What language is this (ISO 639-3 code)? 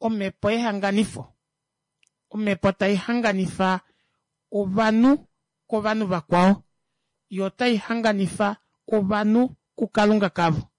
kua